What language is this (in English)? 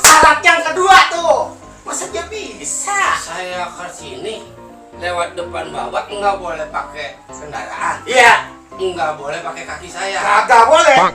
Betawi